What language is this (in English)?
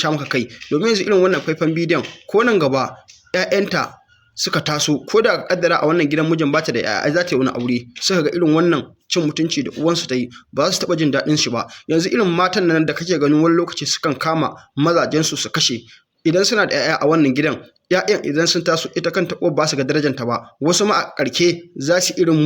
Hausa